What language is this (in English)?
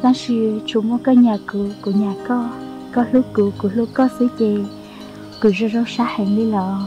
Hmong